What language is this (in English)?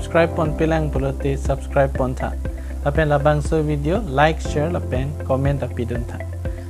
Karbi